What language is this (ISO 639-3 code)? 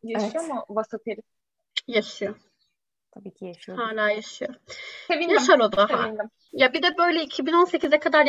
tur